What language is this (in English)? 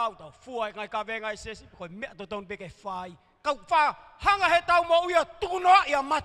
Tongan